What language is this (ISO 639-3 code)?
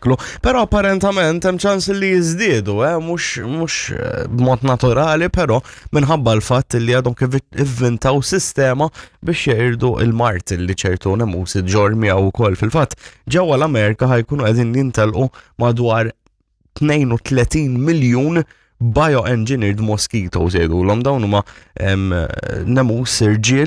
mlt